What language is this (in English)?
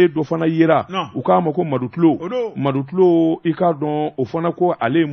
Bambara